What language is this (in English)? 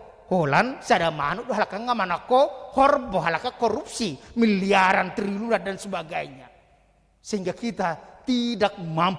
Batak Toba